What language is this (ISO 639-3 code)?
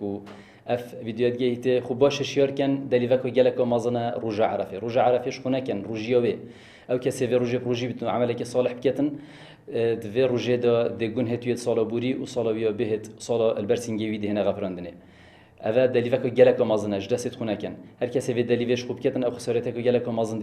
kur